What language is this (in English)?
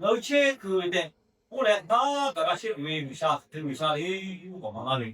Lahu